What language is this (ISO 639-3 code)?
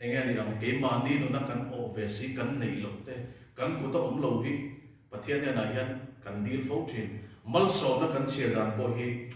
lus